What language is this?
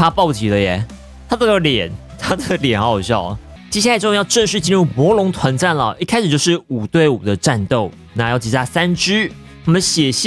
Chinese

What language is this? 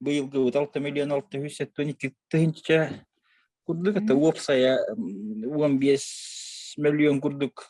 Yakut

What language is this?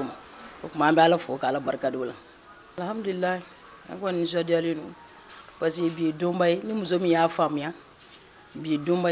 Bambara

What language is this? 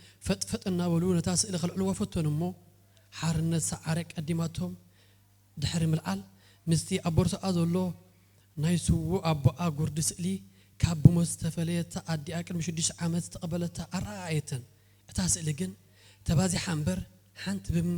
Tigrinya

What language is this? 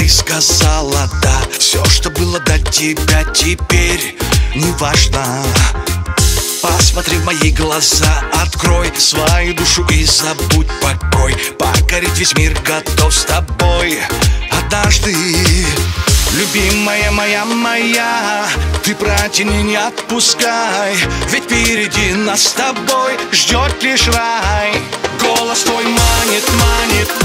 Russian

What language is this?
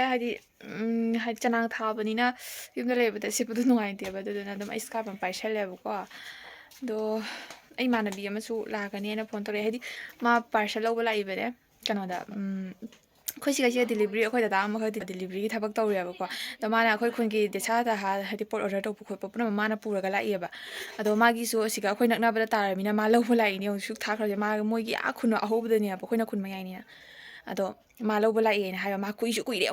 Manipuri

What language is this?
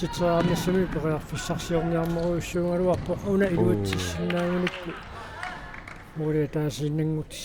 Kalaallisut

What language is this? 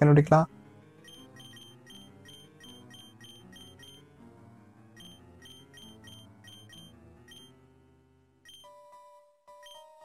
Tamil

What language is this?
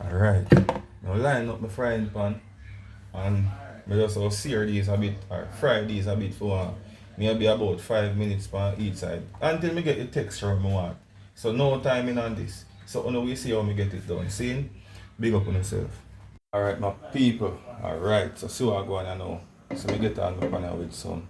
Jamaican Creole English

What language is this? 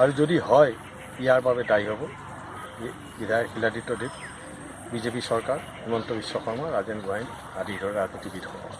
Assamese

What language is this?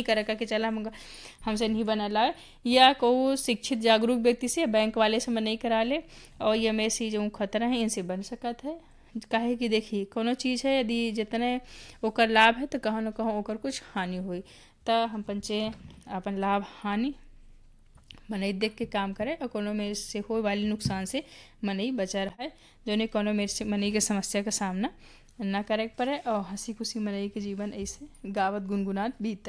Bagheli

